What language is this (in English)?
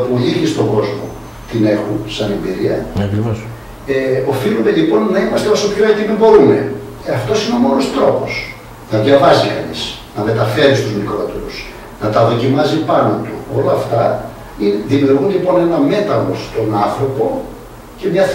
Greek